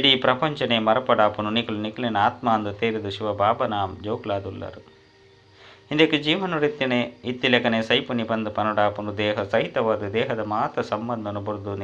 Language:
Tulu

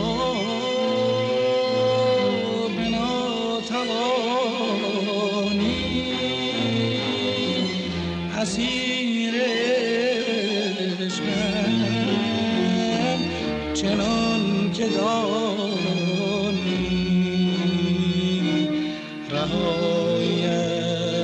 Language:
Persian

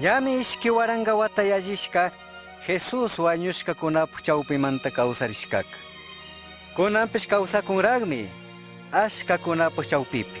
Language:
Chimborazo Highland Quichua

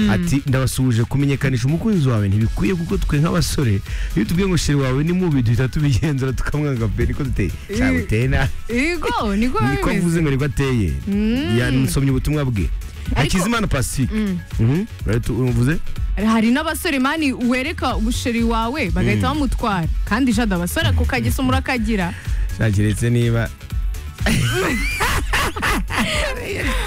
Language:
Kinyarwanda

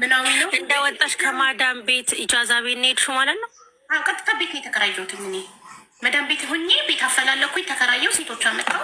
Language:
Amharic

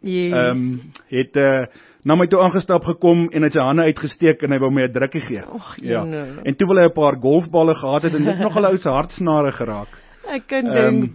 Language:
Afrikaans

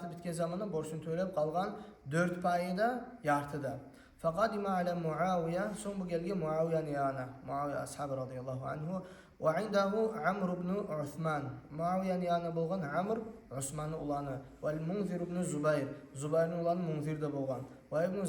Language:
Kumyk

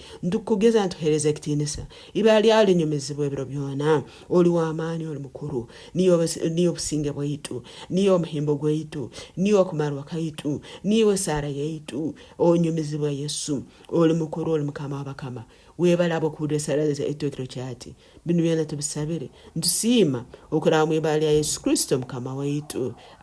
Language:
Nyankole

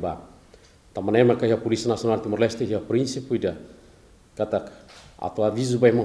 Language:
Tetum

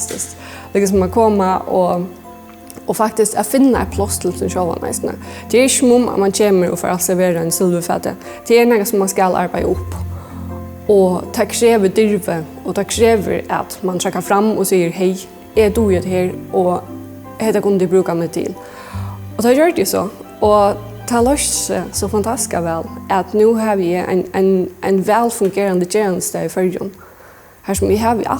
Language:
Faroese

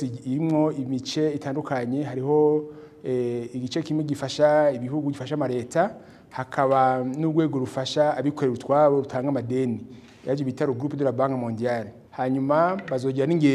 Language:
Rundi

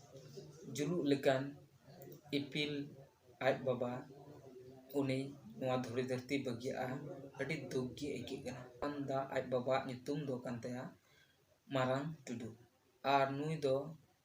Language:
Santali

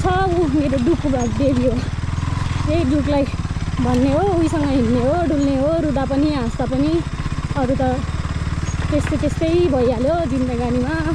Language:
Nepali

